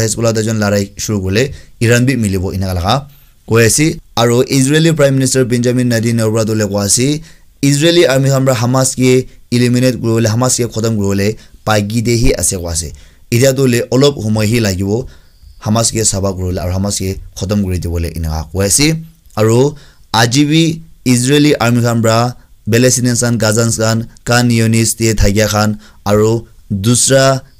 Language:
Naga Pidgin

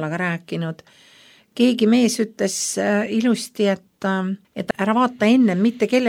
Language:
Estonian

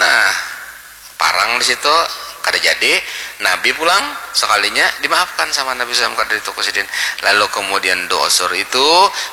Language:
Banjar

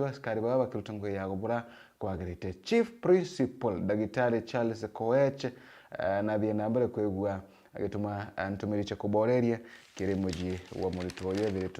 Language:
Meru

